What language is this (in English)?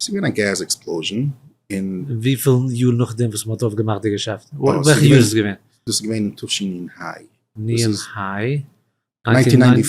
Yiddish